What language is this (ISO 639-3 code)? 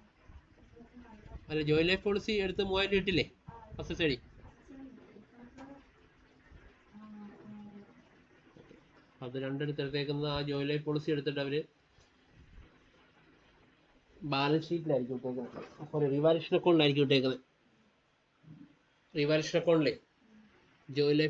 mal